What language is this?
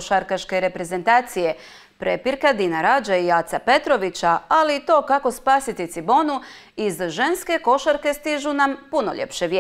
Croatian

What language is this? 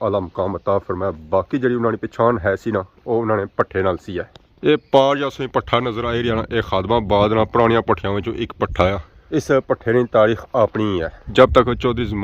Pahari-Potwari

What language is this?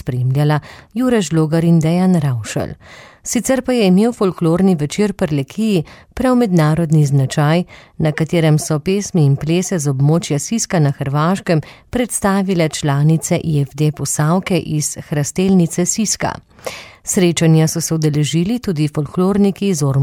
Slovenian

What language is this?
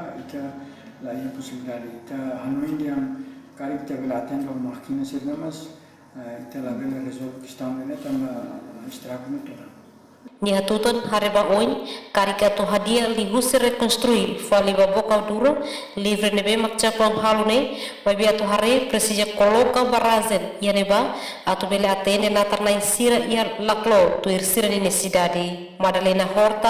Tetum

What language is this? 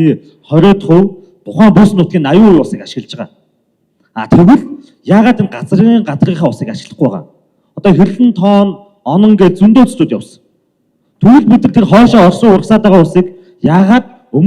Mongolian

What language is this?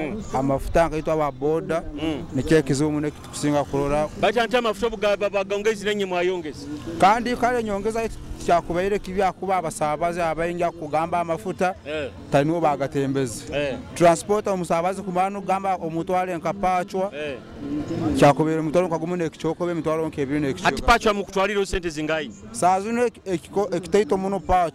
Nyoro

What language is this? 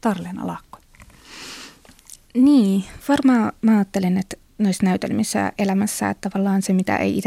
Finnish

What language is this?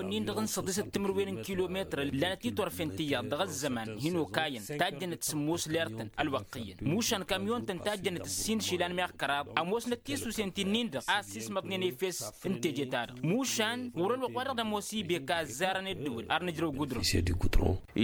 Tamasheq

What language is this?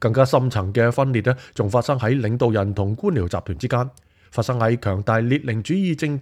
Cantonese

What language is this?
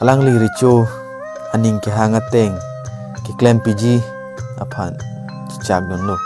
Karbi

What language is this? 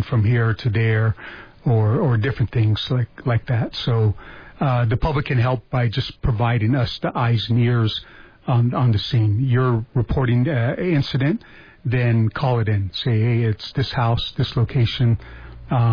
English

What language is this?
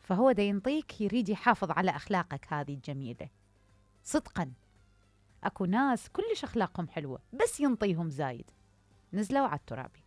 Mesopotamian Arabic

